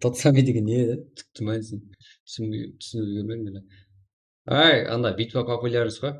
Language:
Kara-Kalpak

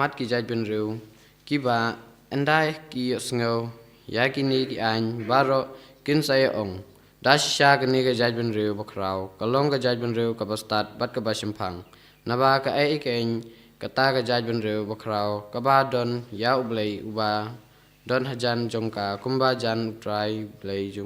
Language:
Khasi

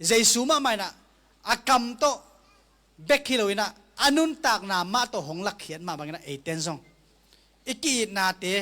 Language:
Tedim Chin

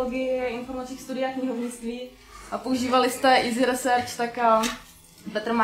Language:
Czech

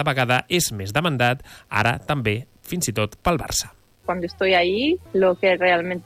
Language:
Catalan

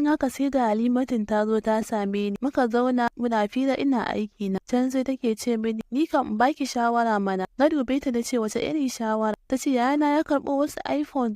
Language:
Hausa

